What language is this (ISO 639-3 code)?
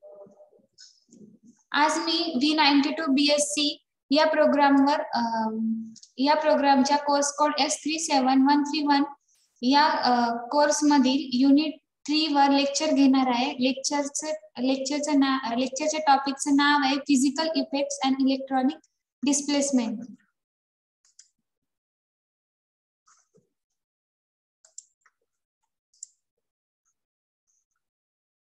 mar